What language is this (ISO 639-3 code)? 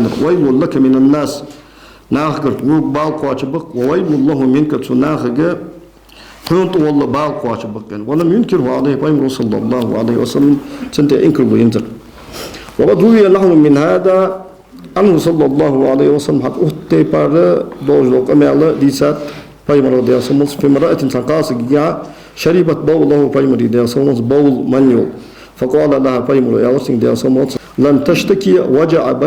inh